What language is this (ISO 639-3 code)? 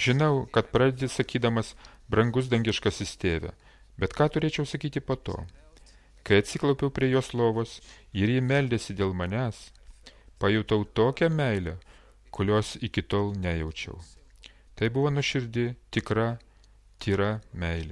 lit